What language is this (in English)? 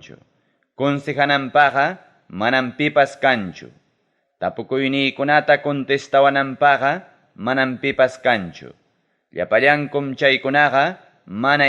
Ayacucho Quechua